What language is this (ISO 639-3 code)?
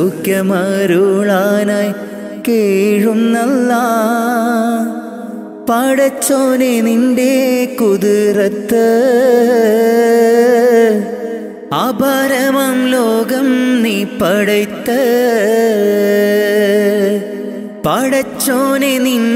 mal